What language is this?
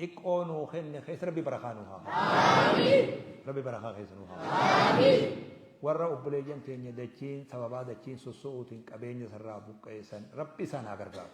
Oromo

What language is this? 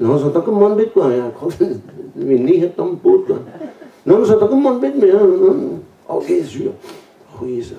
Breton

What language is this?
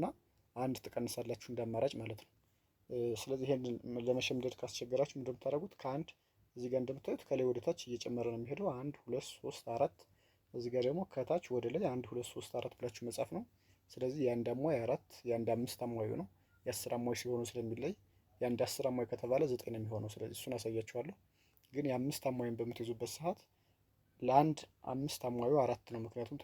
Amharic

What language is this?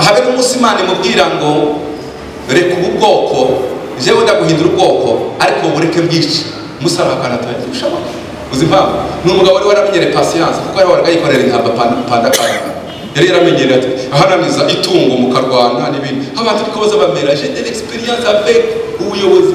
Kinyarwanda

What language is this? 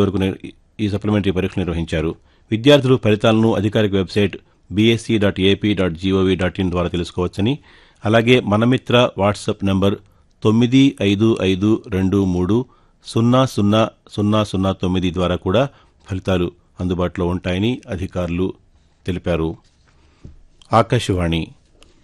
Telugu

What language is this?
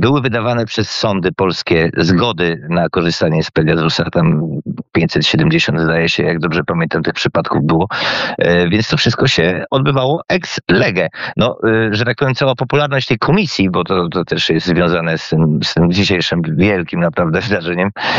Polish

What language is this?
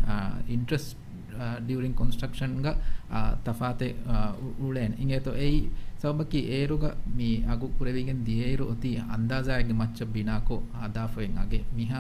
Divehi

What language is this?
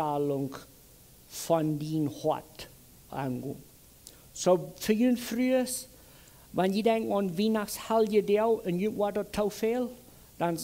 Plautdietsch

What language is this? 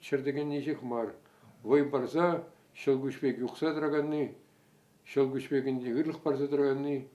Chuvash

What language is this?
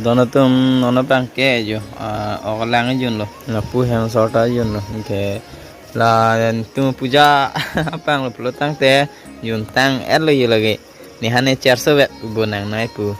Karbi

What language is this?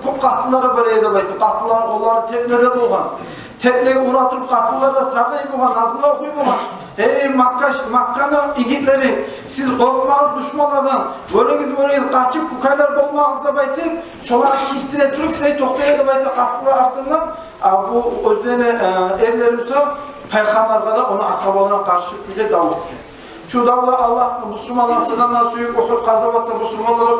Kumyk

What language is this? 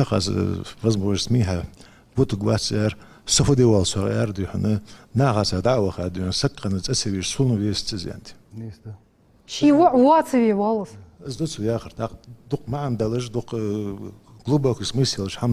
Ingush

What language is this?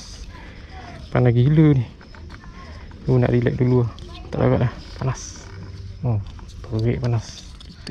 Malay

